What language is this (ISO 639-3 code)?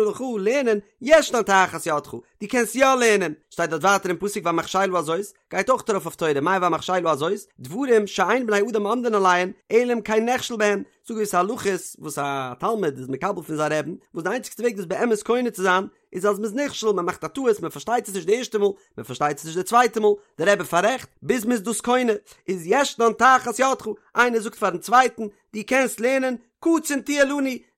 yid